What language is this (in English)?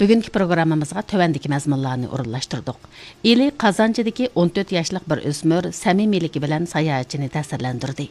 Uyghur